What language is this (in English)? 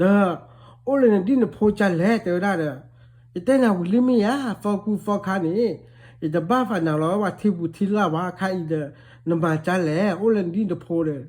S'gaw Karen